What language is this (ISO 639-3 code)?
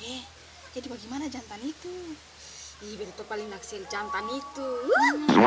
abs